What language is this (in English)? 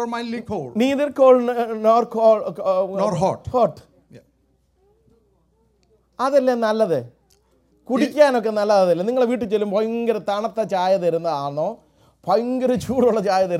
Malayalam